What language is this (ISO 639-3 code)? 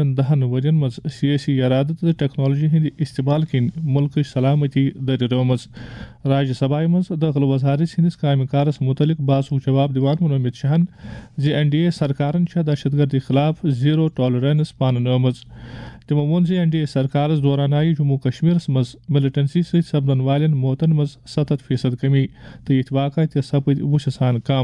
kas